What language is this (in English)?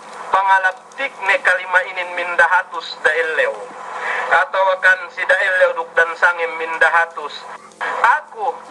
Yakan